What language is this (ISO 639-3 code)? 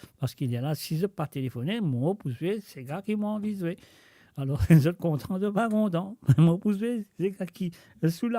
mfe